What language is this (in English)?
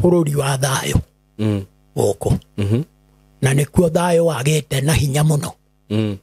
Kikuyu